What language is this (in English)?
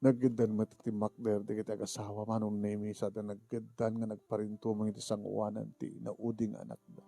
Iloko